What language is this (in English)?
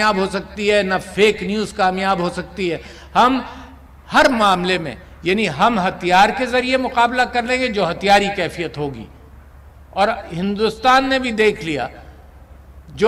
Urdu